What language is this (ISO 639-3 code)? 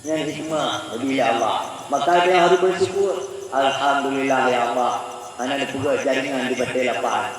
ace